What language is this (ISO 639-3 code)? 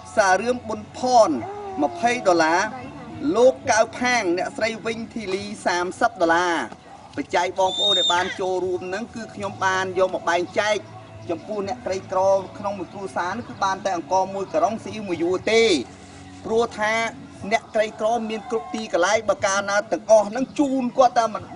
khm